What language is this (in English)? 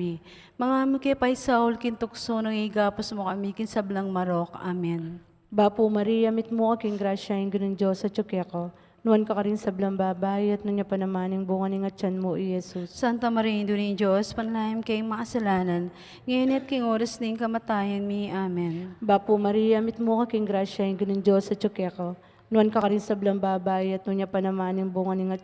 Pampanga